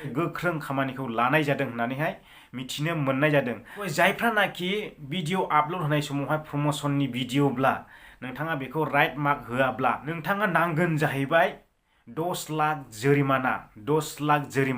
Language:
Bodo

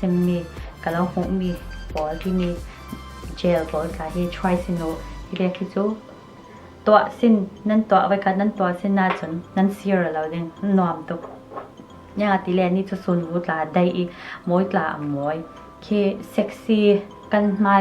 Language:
Falam Chin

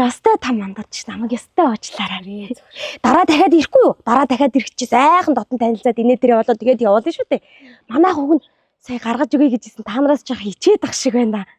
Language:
Mongolian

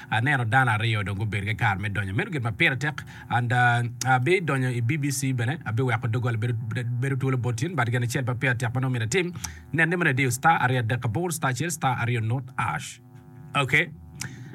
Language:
Acoli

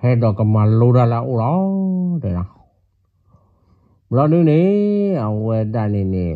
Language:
S'gaw Karen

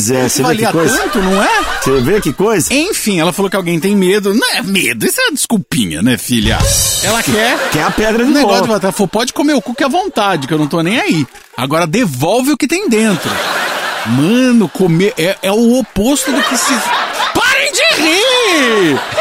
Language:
Portuguese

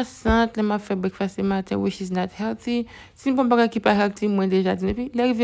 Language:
Haitian Creole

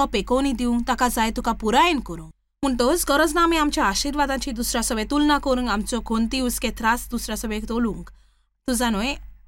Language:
Konkani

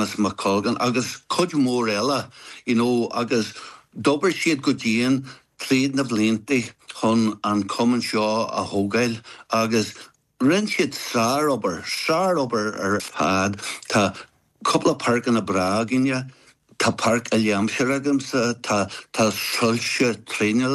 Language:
Irish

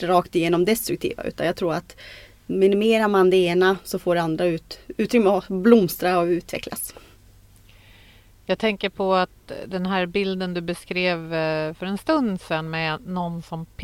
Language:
Swedish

